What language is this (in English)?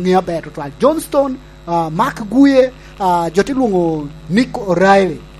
Lango (Uganda)